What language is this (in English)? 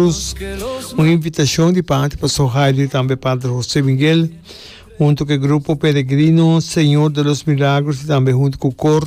Papiamento